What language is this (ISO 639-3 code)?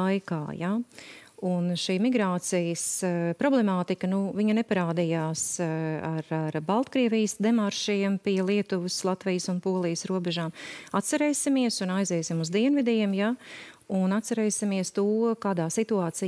lav